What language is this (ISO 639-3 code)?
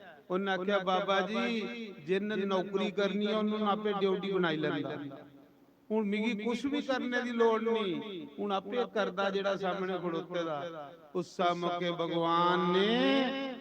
doi